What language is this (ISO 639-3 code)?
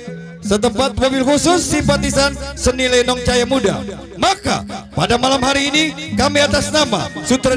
bew